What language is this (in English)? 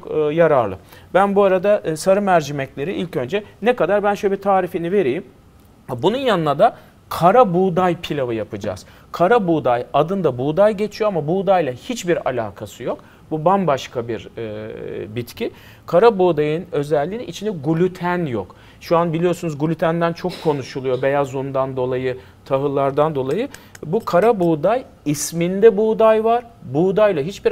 Turkish